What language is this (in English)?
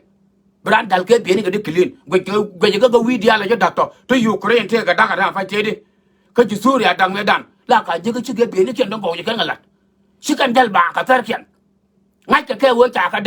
Nuer